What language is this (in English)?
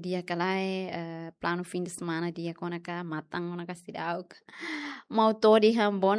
Tetum